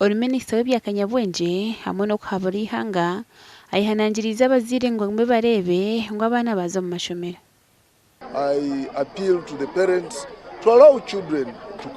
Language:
Nyankole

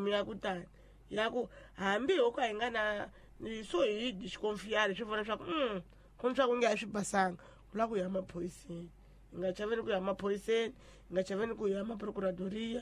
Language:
Tsonga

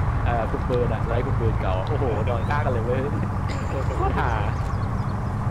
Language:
Thai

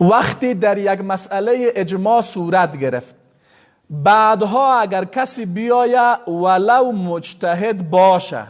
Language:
Persian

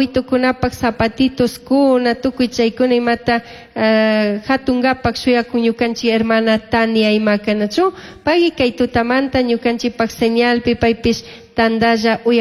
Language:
Chimborazo Highland Quichua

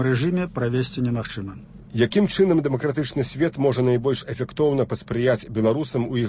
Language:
Belarusian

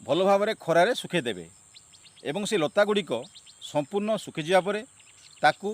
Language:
Odia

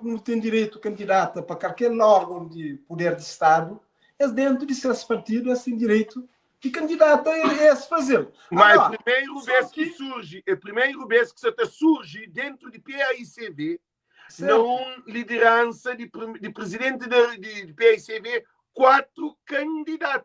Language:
Kabuverdianu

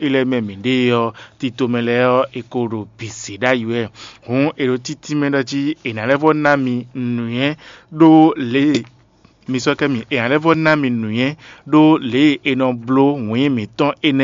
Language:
Fon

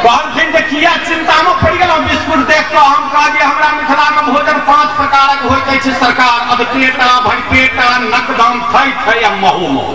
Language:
Maithili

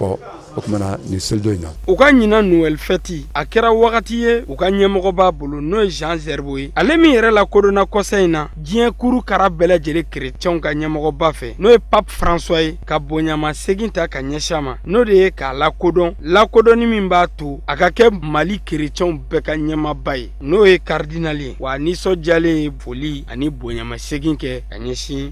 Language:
Bambara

